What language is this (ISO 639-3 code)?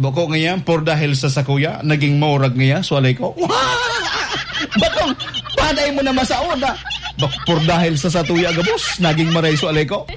bik